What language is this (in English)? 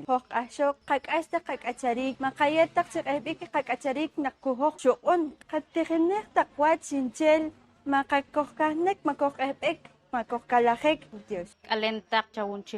Poqomchi'